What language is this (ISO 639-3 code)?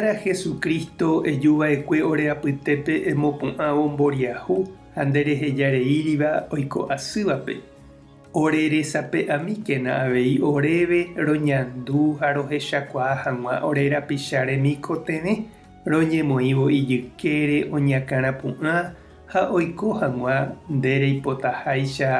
grn